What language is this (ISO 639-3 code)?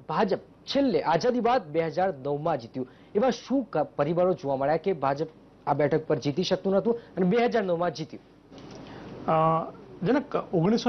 guj